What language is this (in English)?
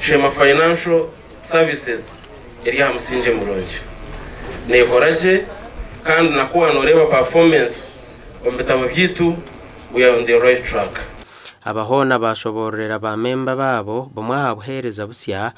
Nyankole